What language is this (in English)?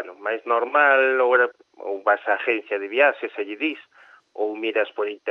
Galician